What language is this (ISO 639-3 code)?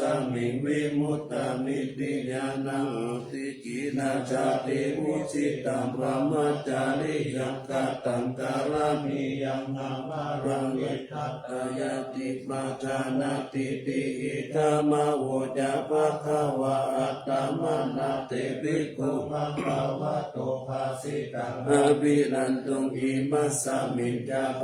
pli